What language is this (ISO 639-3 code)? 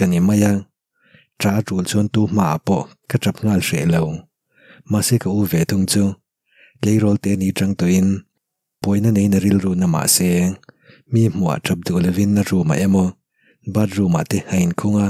lus